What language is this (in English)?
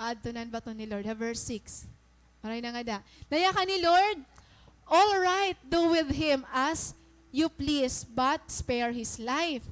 Waray